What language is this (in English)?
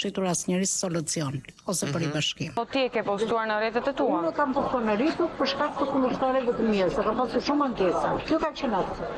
Albanian